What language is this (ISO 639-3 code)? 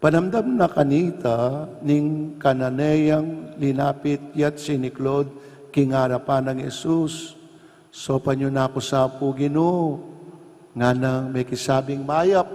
pam